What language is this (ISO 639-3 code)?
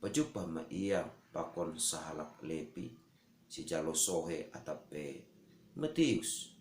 bts